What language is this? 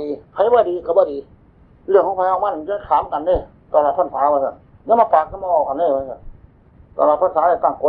Northeastern Thai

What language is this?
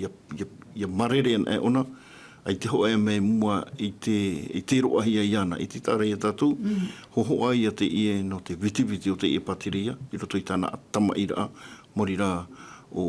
Tahitian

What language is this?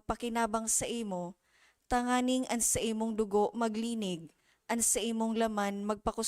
Bikol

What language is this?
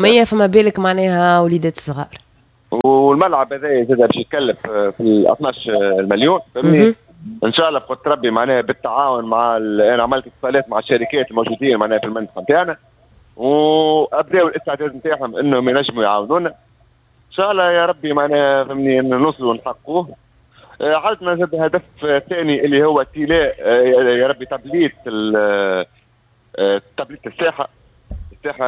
Tunisian Arabic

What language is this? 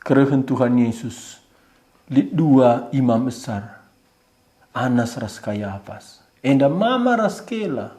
Batak Karo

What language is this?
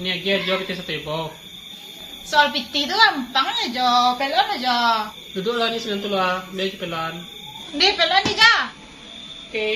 Minangkabau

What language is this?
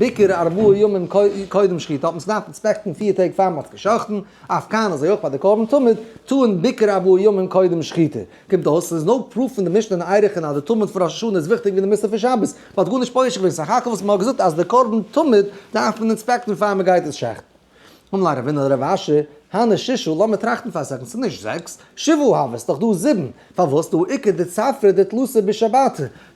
Yiddish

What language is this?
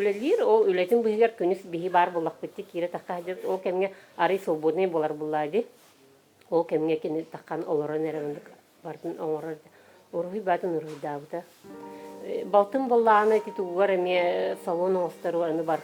Yakut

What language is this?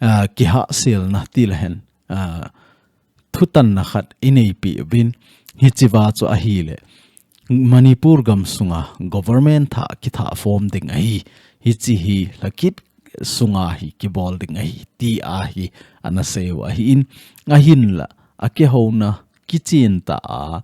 Thado Chin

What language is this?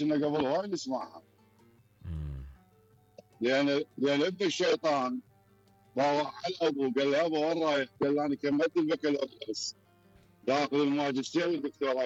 Mesopotamian Arabic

